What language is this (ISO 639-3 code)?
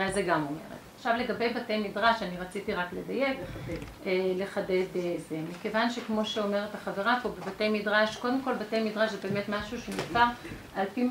heb